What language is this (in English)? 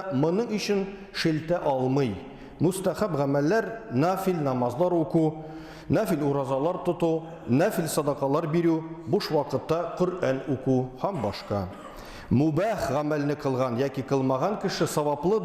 Tatar